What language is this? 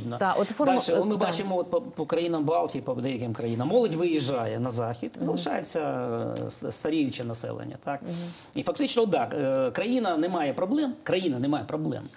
Ukrainian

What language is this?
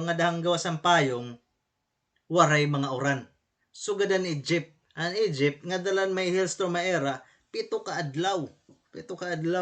Waray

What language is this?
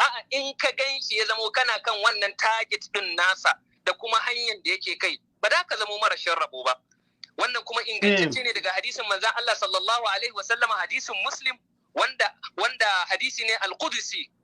Hausa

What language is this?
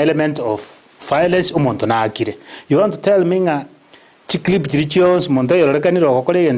Gusii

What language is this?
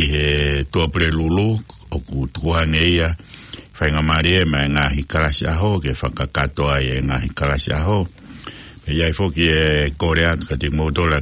Tongan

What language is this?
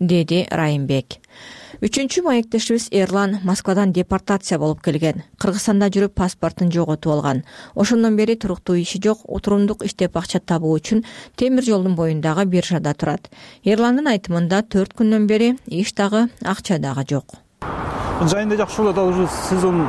Kyrgyz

